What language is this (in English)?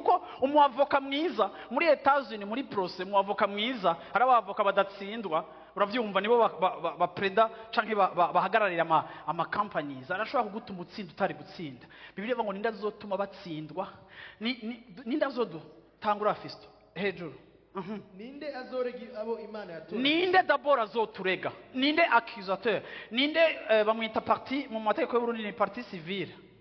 Rundi